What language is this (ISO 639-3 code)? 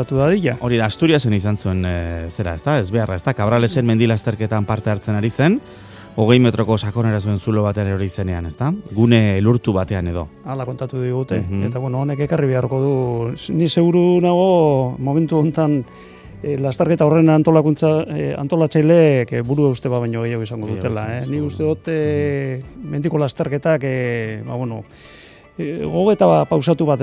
eus